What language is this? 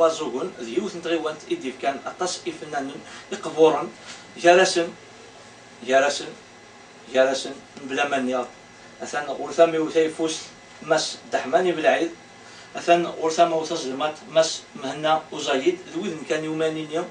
Kabyle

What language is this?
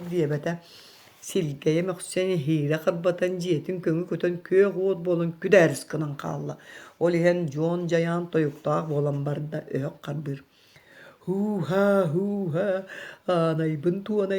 Yakut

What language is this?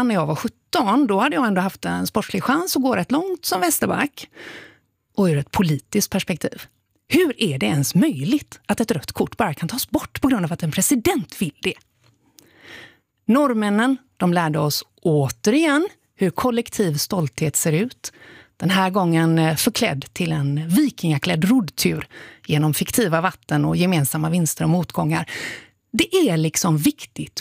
Swedish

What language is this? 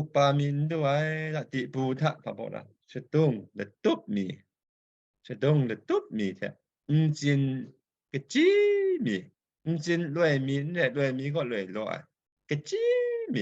Kachin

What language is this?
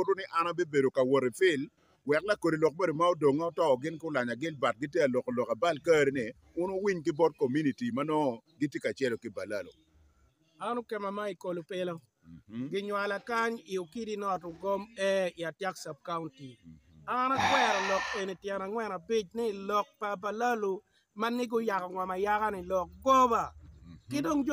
Acoli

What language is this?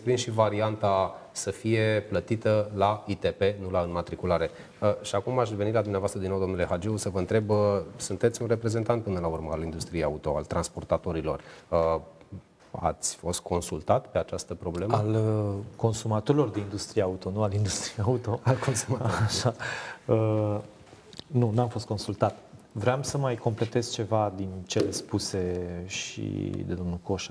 Romanian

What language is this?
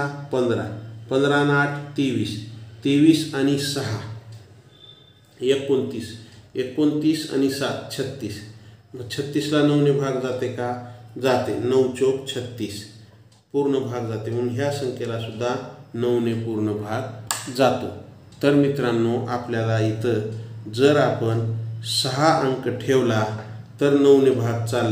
Marathi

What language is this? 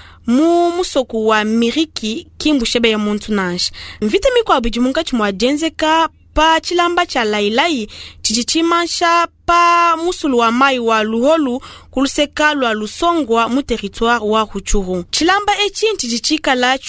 Luba-Lulua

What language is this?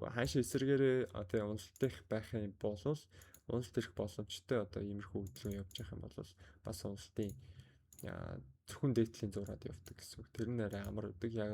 Mongolian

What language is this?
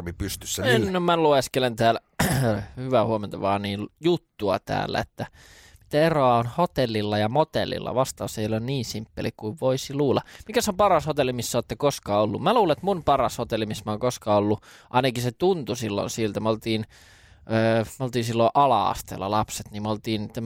Finnish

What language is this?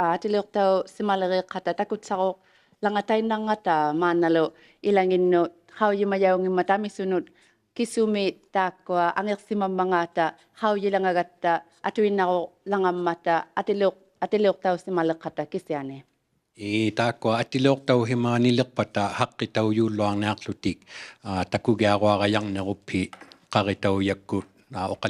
Inuktitut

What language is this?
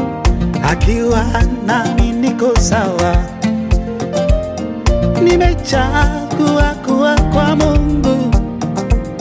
Swahili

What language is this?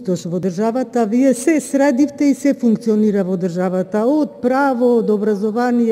Macedonian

